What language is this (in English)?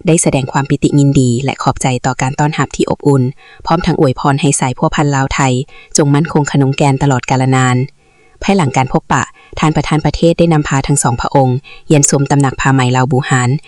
Lao